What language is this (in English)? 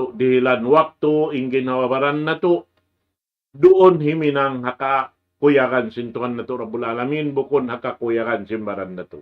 Tausug